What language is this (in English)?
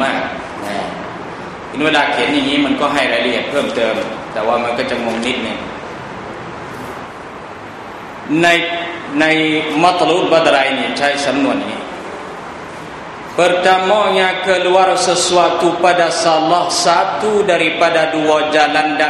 Thai